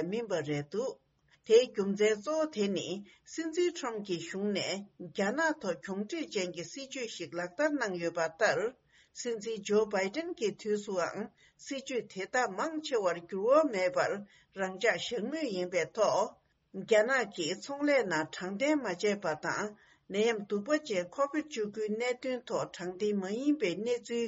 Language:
Tibetan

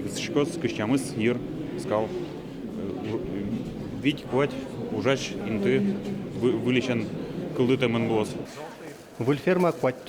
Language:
Udmurt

